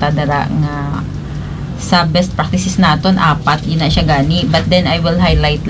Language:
Hiligaynon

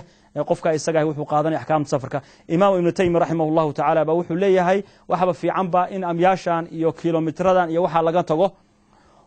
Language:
Somali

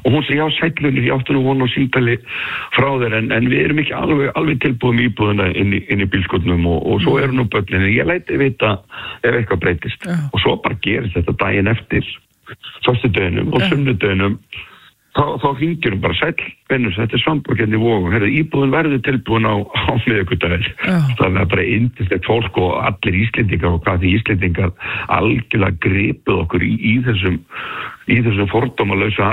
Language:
Icelandic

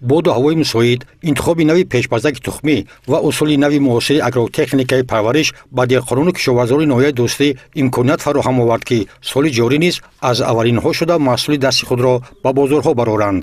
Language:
Tajik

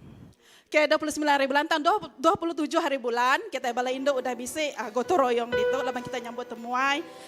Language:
Iban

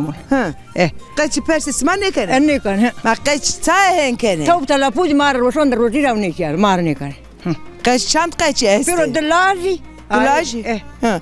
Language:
Zaza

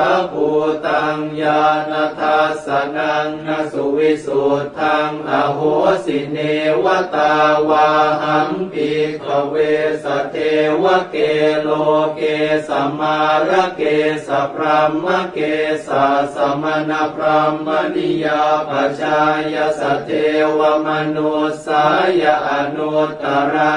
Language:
Pali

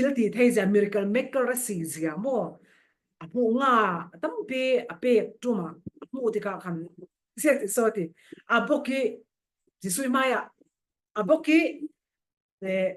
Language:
Falam Chin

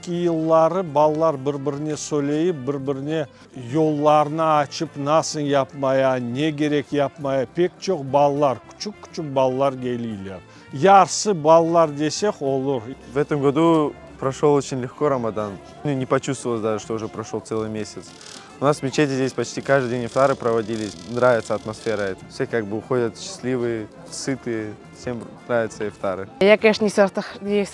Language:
Crimean Tatar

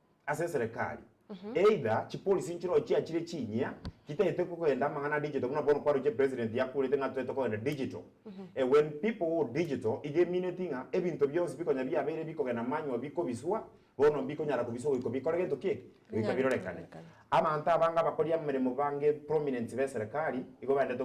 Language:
Gusii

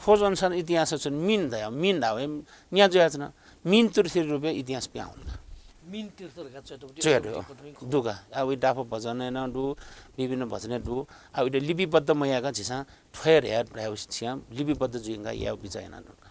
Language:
Newari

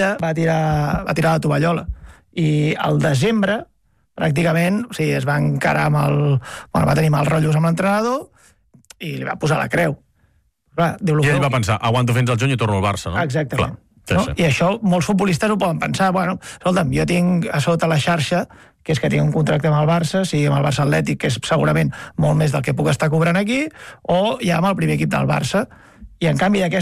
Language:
Catalan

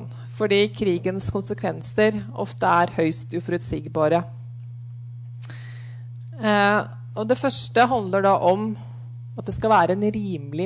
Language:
Norwegian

